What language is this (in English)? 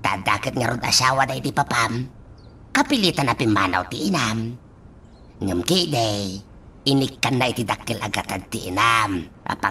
Iloko